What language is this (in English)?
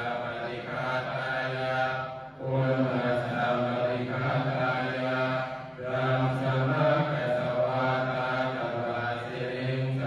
Pali